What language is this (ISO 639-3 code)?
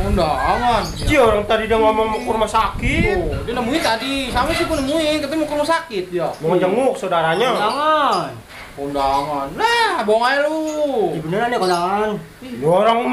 bew